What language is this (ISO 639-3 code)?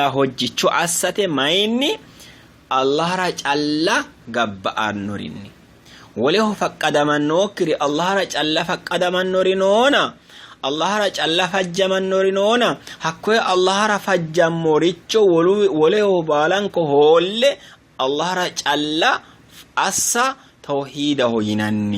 sid